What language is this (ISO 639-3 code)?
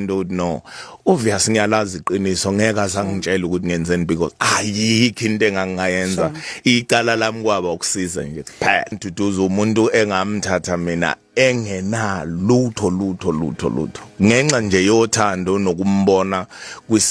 zul